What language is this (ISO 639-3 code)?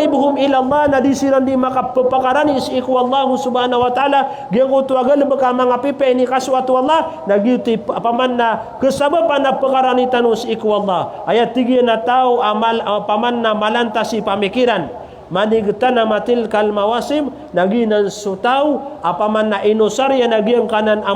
mrw